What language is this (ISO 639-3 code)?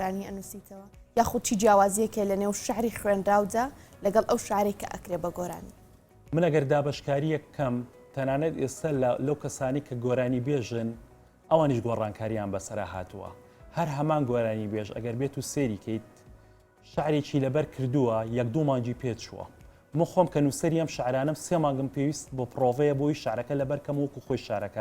ckb